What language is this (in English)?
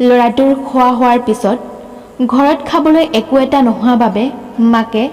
Assamese